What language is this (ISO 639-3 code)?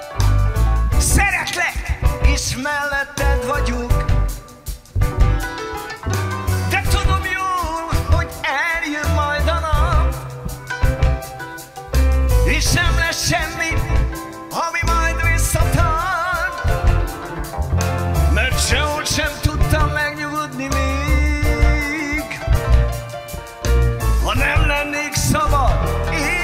hun